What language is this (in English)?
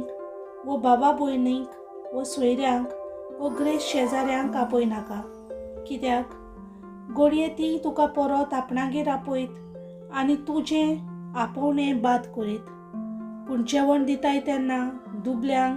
Konkani